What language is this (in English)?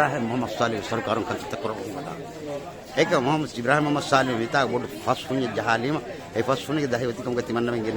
Divehi